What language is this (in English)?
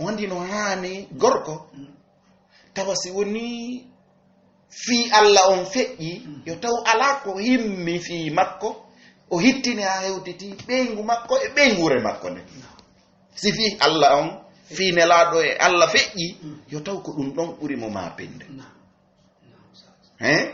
Fula